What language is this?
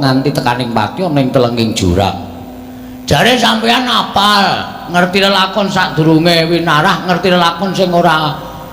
Javanese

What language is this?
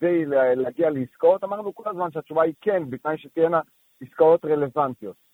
Hebrew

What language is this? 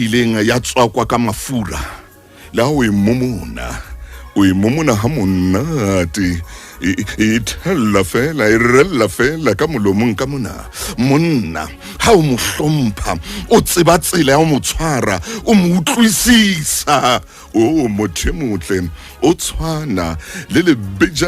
Southern Sotho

